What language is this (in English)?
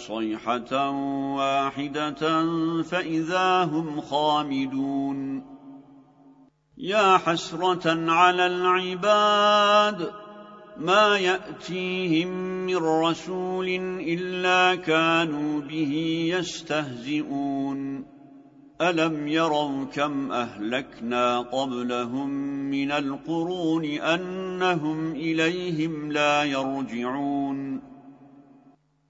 Arabic